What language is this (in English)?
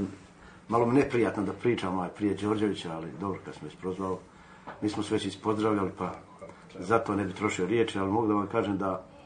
Serbian